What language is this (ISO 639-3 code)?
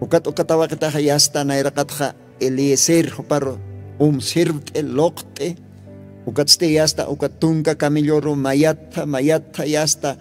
aym